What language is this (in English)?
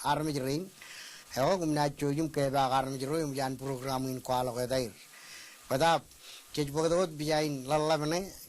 Marshallese